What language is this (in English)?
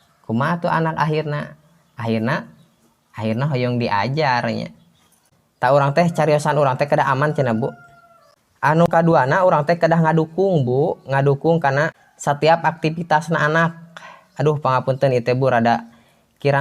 Sundanese